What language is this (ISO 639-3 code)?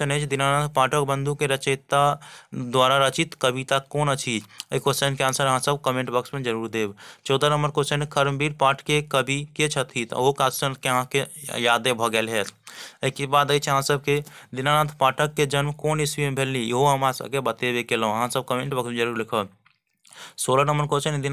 mai